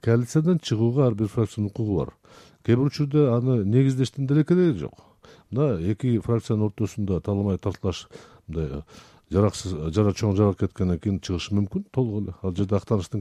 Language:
Kyrgyz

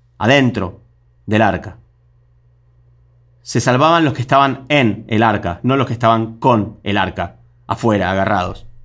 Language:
Spanish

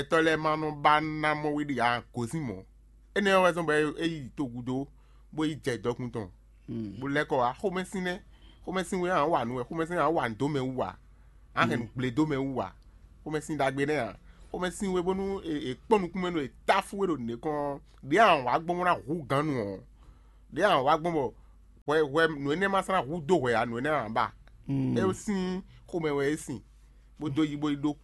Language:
Fon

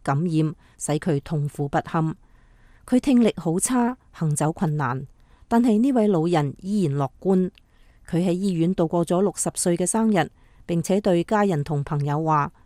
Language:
Cantonese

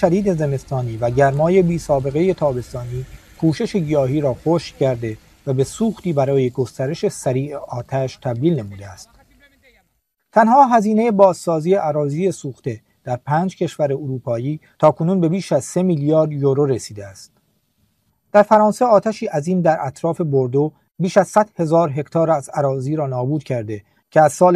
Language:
Persian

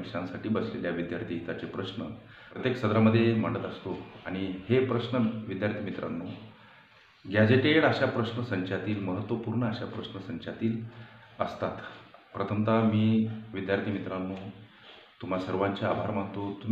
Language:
Marathi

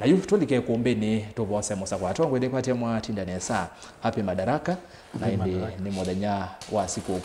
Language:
Kamba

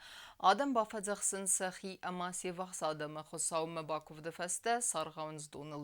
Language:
Ossetic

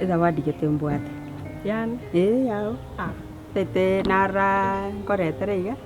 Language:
Gusii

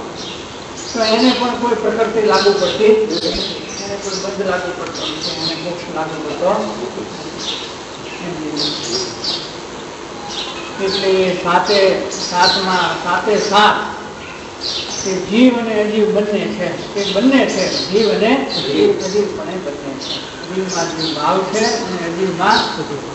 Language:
Gujarati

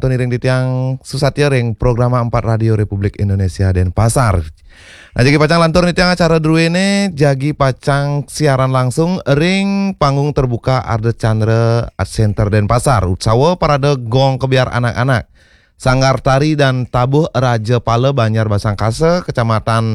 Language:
Balinese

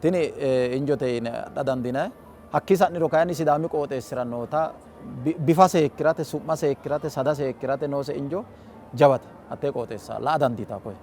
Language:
Sidamo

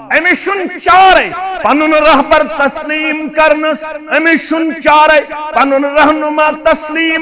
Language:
Kashmiri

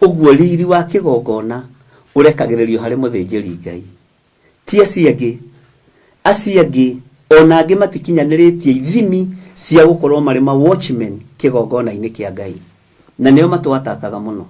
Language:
Kikuyu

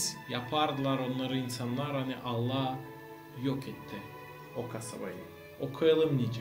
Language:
Gagauz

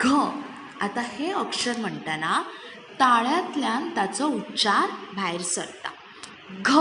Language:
Konkani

